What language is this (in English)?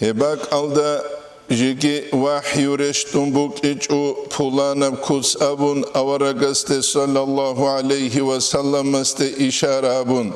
Avaric